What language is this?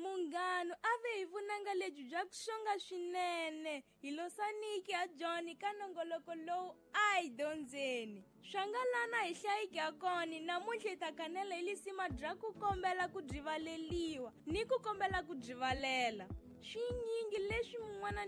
Tsonga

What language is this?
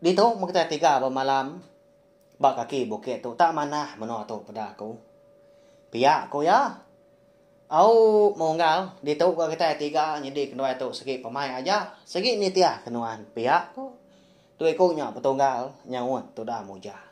Iban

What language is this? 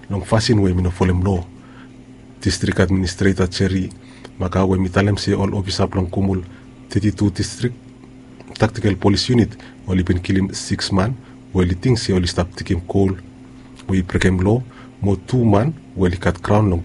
Bislama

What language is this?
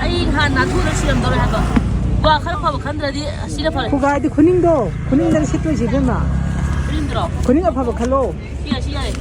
Manipuri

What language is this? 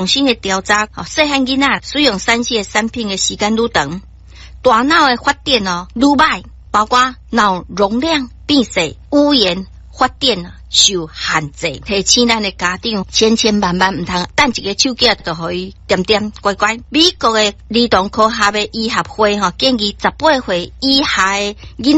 Min Nan Chinese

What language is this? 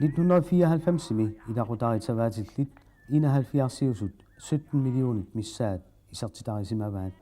Kalaallisut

